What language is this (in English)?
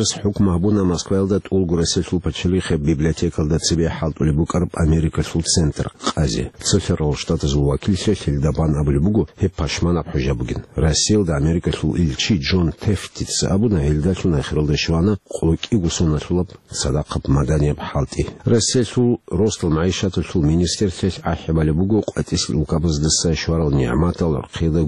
Avaric